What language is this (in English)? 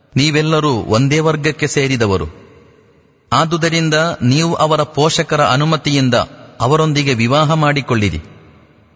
Kannada